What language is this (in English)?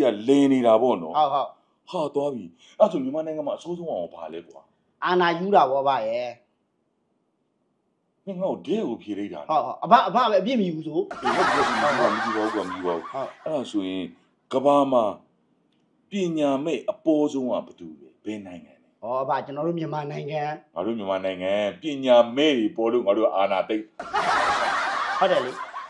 Burmese